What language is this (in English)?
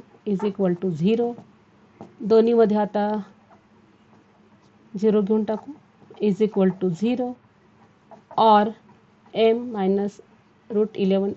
Marathi